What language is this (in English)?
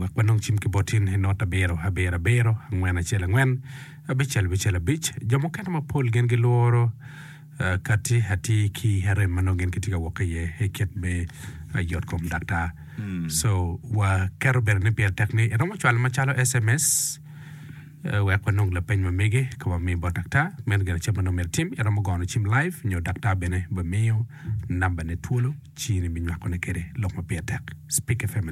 Acoli